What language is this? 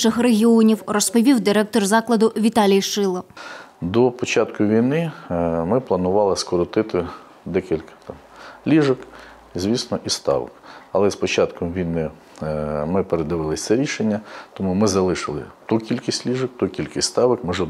Ukrainian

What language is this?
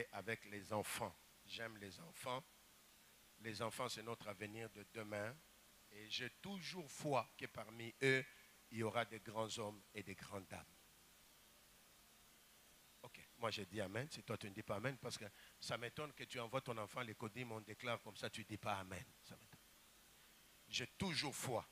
French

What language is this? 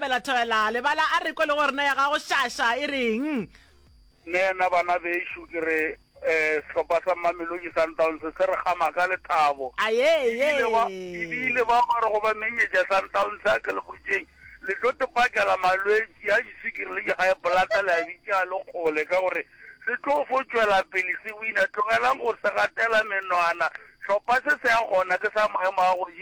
Northern Sotho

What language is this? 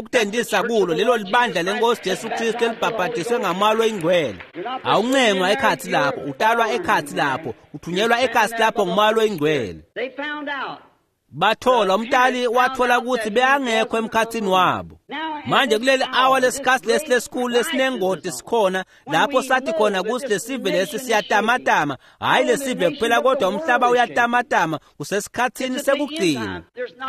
Swati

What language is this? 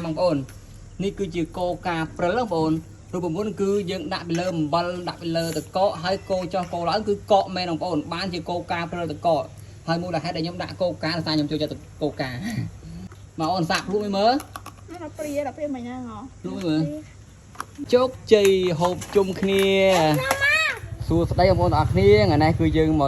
Khmer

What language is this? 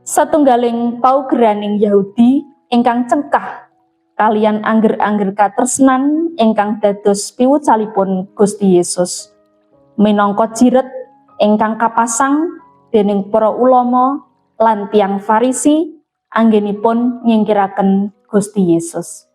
Javanese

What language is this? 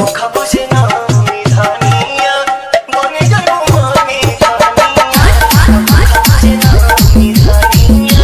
Bhojpuri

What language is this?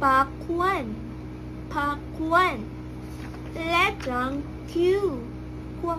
Pampanga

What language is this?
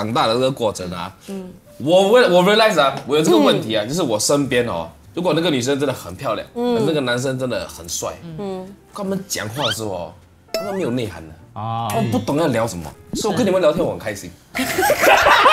Chinese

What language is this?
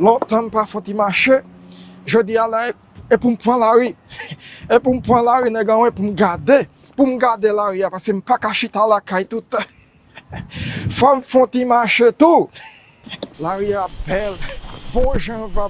Haitian Creole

